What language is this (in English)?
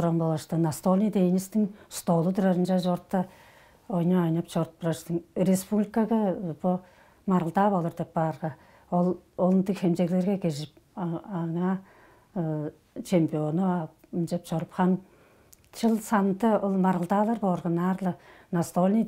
Tuvinian